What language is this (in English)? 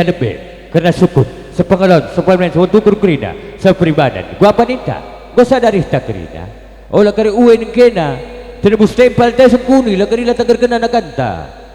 Batak Karo